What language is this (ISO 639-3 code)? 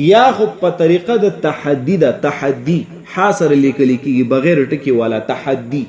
pus